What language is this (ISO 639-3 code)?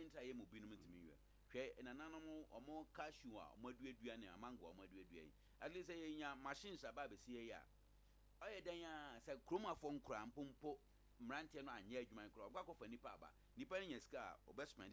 aka